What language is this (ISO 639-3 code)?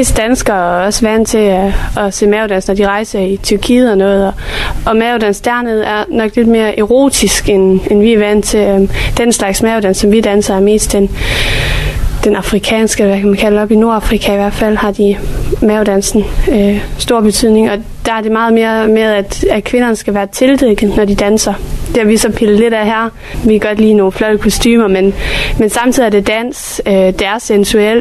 dan